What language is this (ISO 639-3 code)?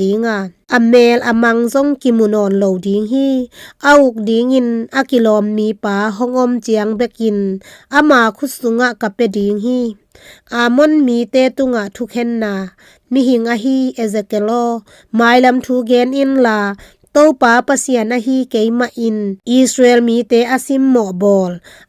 ctd